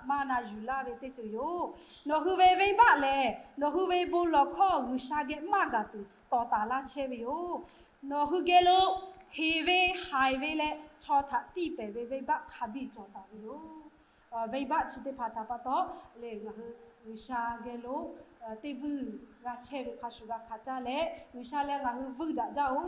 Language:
Lahu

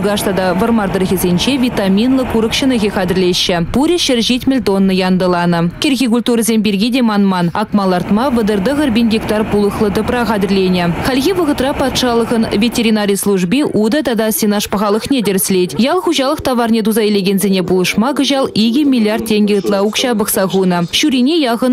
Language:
Chuvash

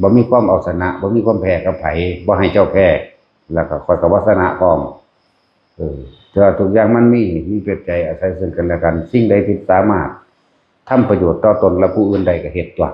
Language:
Northeastern Thai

